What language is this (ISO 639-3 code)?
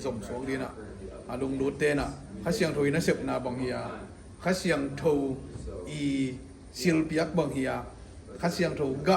ctd